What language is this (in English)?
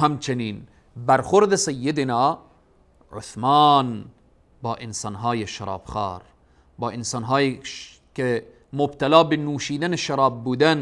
Persian